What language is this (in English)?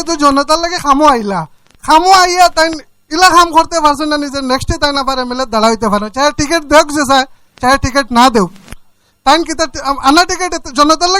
Sylheti